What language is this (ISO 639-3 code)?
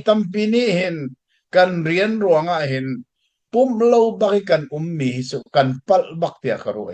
cnh